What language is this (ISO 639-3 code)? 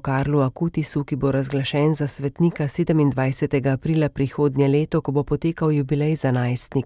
slv